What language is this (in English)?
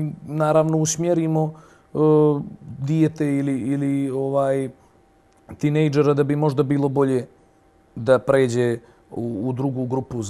Bosnian